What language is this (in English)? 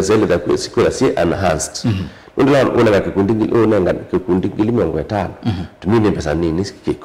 Kamba